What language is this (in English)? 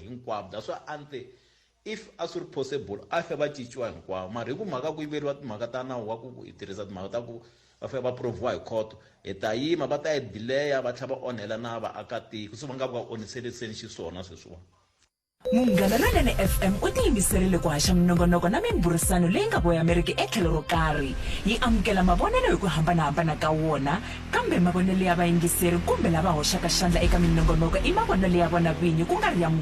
Tsonga